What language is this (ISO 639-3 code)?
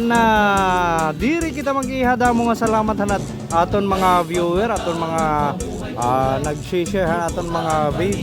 war